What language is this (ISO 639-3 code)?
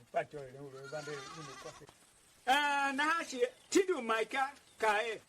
tiv